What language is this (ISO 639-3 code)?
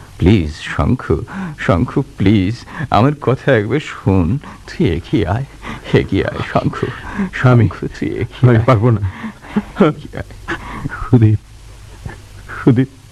ben